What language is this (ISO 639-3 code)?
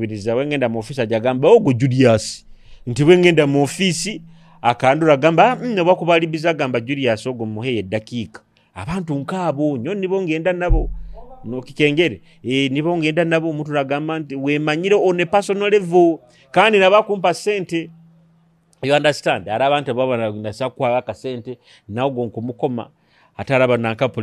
nyo